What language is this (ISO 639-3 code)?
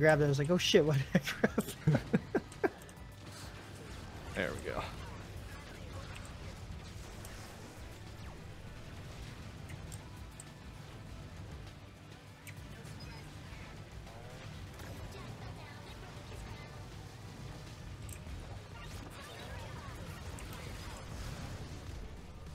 eng